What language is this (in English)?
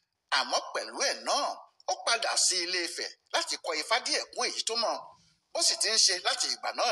Yoruba